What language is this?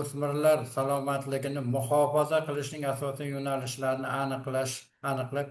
Uzbek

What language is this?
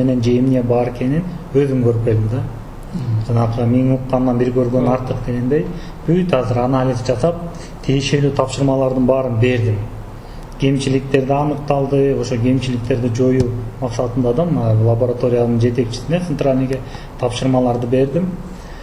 Kyrgyz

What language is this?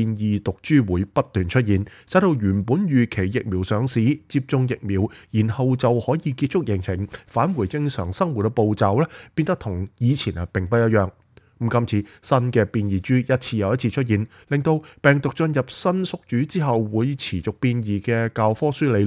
Cantonese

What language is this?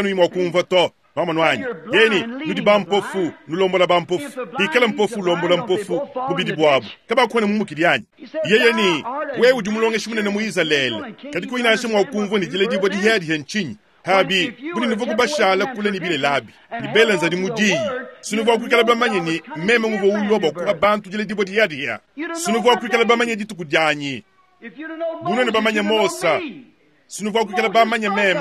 Luba-Lulua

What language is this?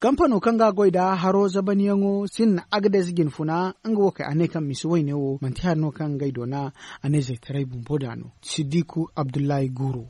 Zarma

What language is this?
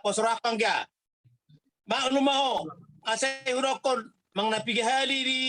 Batak Toba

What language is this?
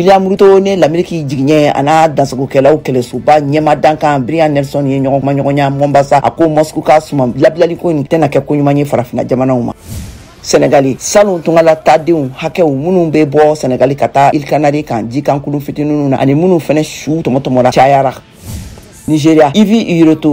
Bambara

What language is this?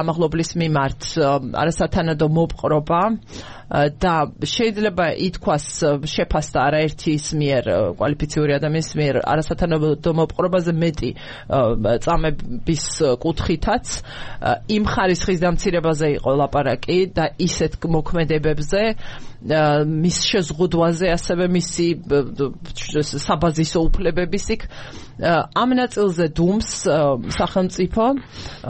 Georgian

